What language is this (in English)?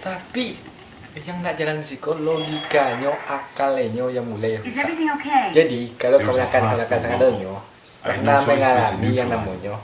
Minangkabau